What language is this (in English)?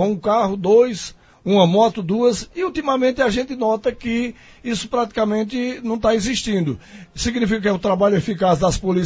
Portuguese